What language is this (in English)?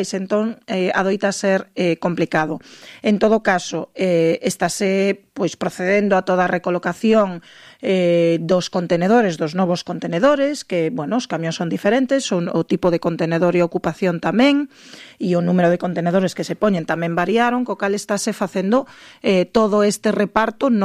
Galician